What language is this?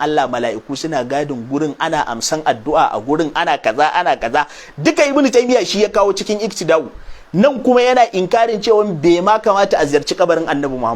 Hausa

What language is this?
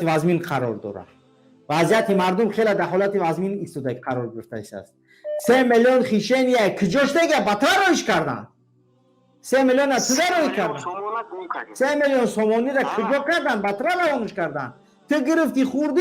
Tajik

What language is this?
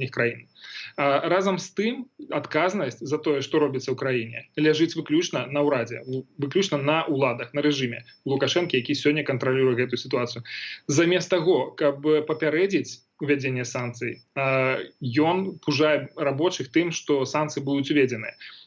Belarusian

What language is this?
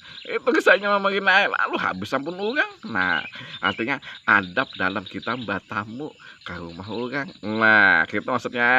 Banjar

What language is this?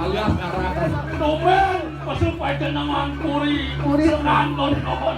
Balinese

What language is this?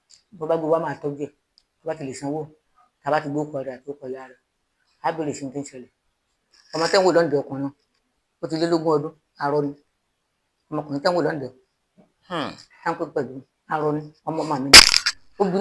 Yoruba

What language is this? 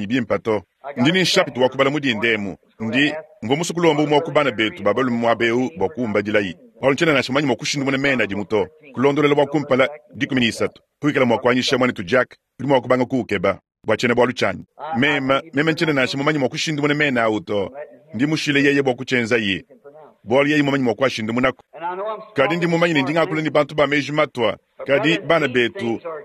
Luba-Lulua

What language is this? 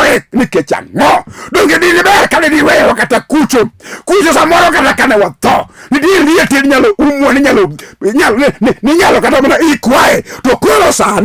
Luo (Kenya and Tanzania)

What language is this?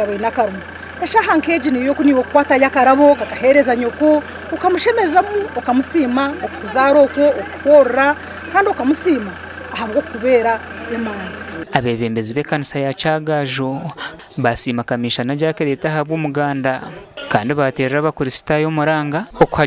Nyankole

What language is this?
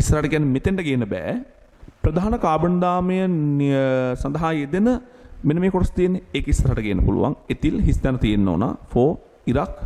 Sinhala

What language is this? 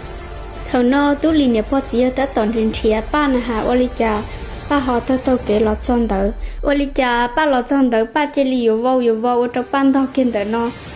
Hmong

